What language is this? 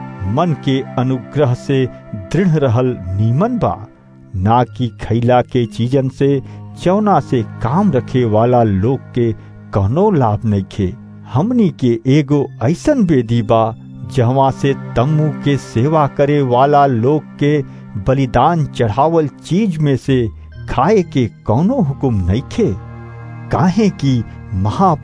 Bhojpuri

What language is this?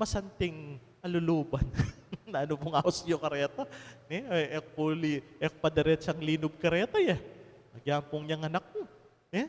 Pampanga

